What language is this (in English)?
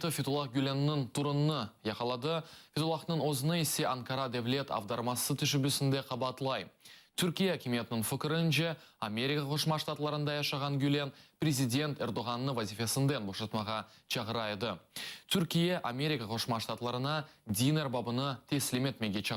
Crimean Tatar